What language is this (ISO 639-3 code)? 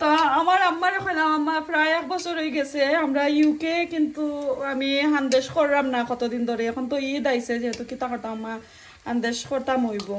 syl